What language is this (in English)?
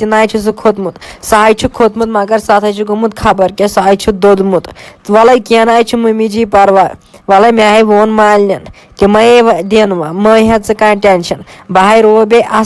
Kashmiri